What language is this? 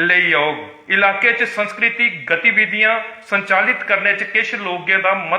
Dogri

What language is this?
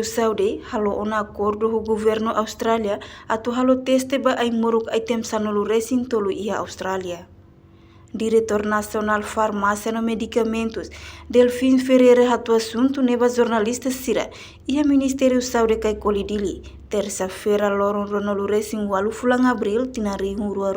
Tetum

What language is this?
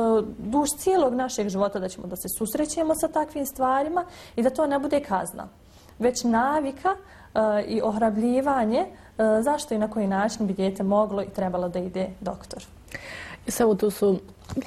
Bosnian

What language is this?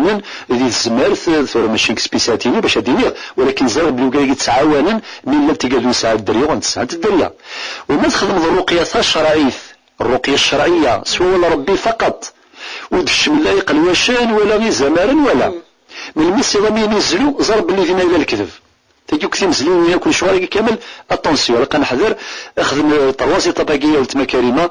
Kabyle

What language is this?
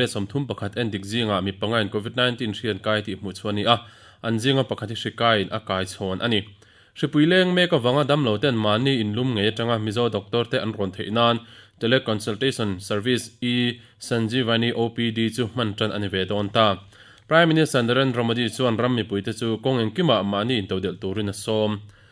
Mizo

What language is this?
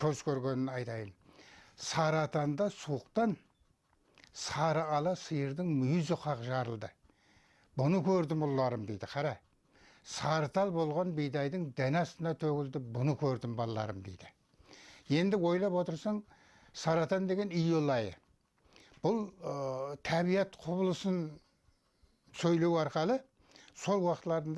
Kara-Kalpak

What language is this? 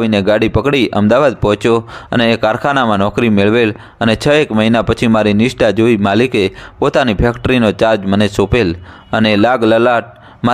Gujarati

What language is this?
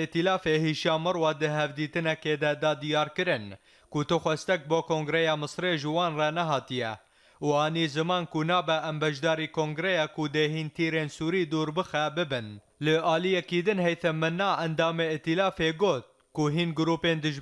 Kurdish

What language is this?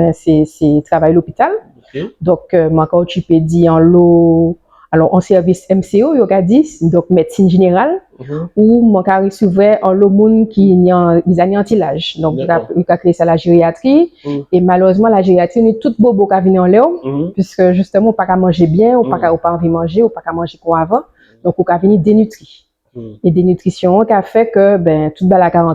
Guadeloupean Creole French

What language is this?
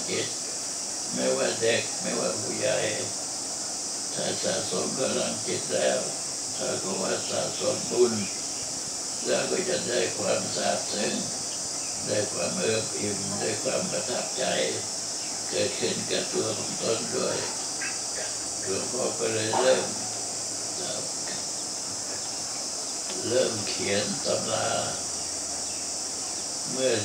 Thai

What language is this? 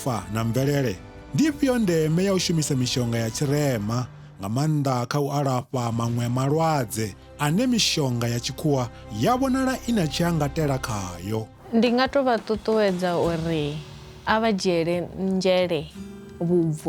Venda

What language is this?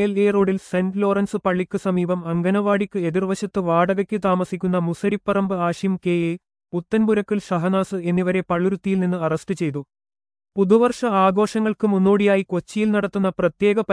Malayalam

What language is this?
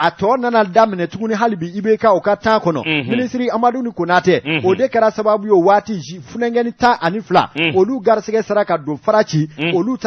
Bambara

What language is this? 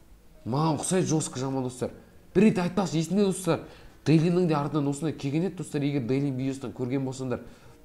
Kazakh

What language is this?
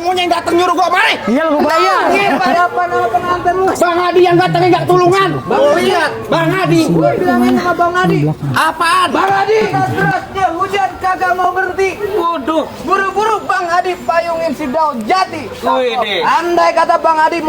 Betawi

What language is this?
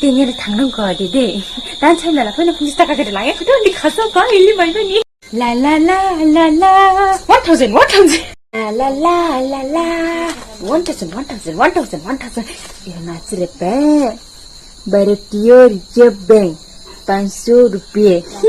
Dimasa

